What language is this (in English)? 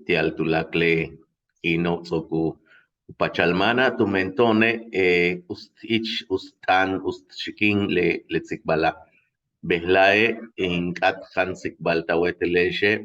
Yucateco